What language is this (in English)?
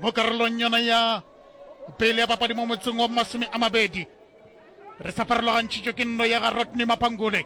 Northern Sotho